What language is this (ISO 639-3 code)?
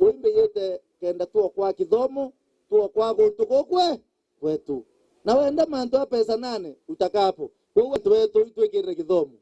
mer